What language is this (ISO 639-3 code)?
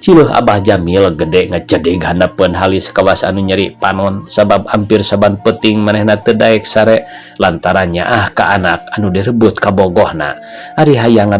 sun